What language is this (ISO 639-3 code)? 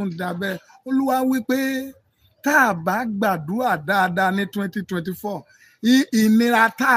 yor